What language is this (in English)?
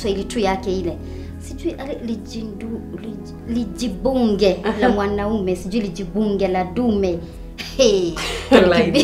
Swahili